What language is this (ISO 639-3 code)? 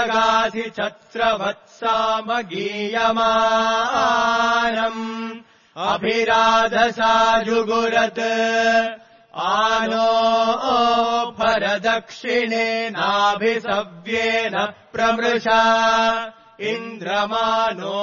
san